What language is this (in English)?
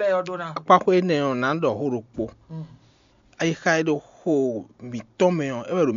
Fon